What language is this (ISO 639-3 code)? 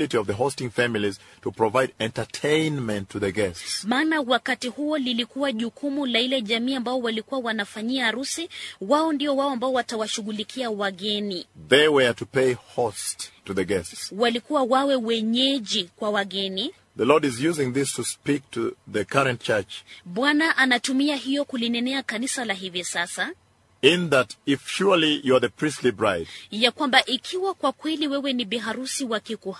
swa